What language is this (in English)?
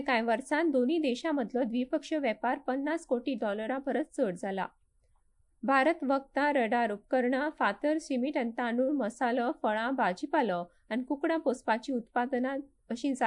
Konkani